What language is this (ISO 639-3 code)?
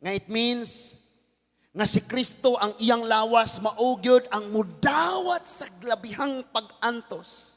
ceb